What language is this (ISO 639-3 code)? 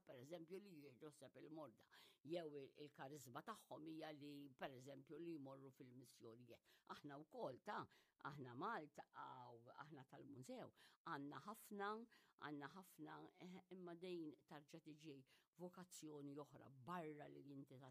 mlt